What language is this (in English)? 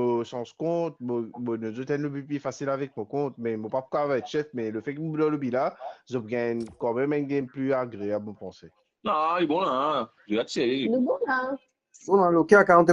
Morisyen